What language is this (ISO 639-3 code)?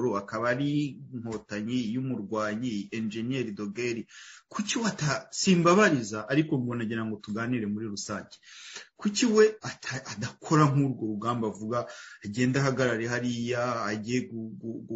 kin